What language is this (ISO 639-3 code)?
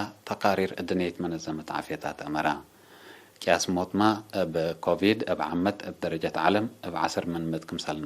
tig